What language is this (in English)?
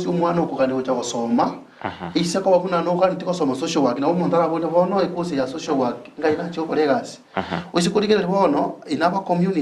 Gusii